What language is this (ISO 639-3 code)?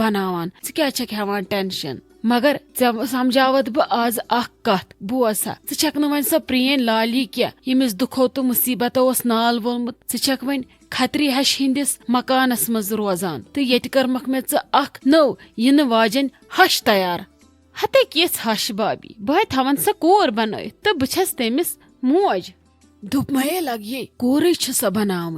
kas